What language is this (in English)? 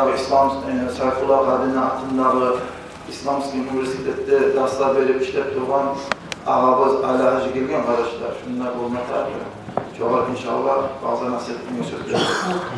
Kumyk